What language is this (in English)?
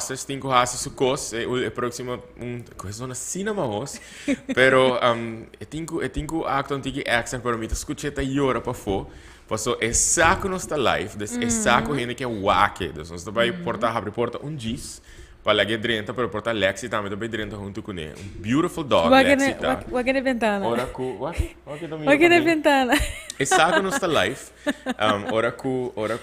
Papiamento